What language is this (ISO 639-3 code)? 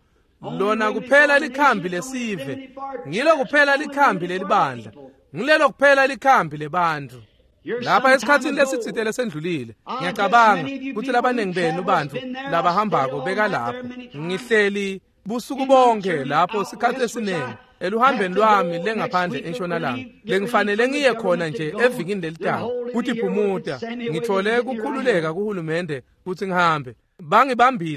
ssw